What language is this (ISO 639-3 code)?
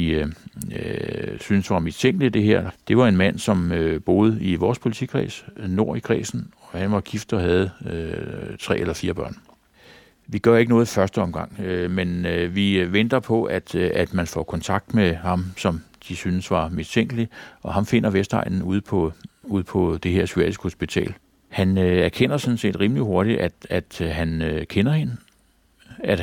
dan